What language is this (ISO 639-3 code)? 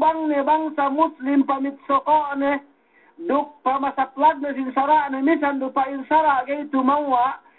yka